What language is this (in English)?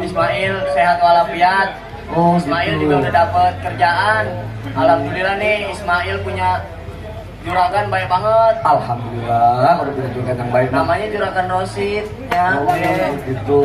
Betawi